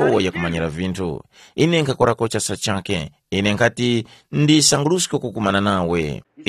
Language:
Tumbuka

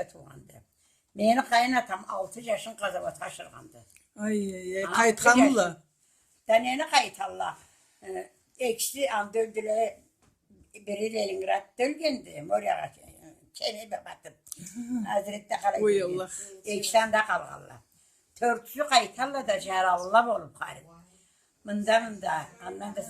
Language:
Karachay-Balkar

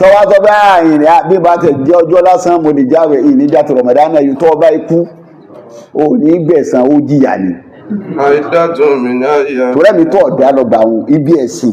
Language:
Yoruba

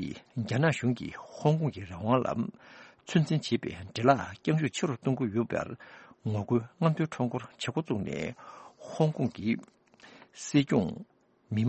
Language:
Tibetan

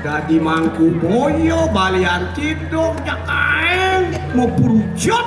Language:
Balinese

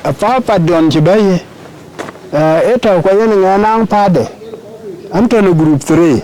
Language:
Dinka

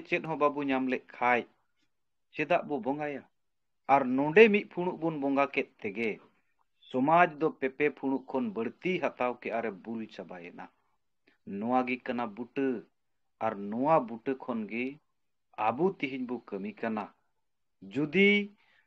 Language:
Santali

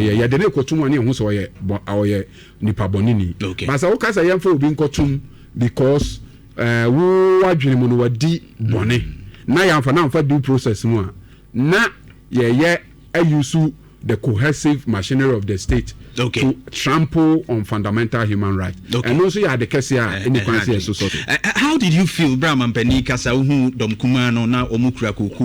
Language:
Akan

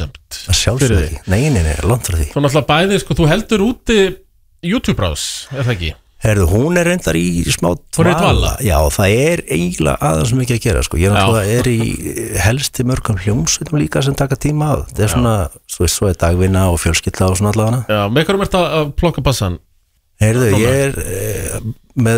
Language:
Icelandic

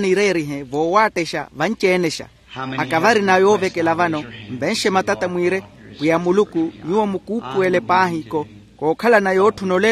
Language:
Makhuwa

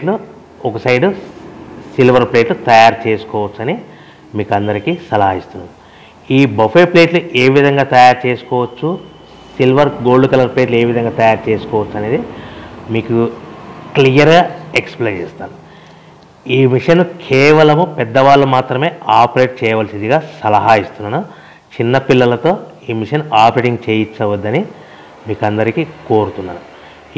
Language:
Telugu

